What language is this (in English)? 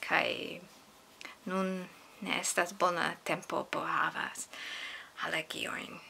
Esperanto